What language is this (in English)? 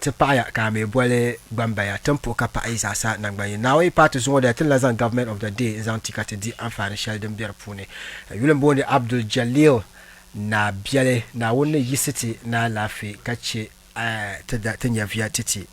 Dagbani